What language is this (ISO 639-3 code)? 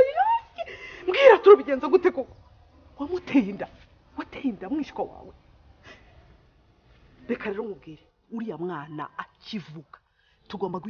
kin